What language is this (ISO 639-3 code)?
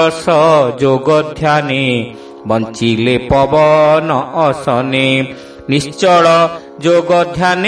ori